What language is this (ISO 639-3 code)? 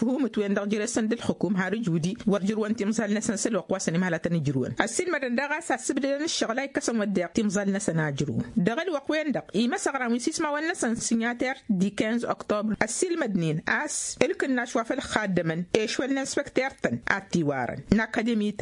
taq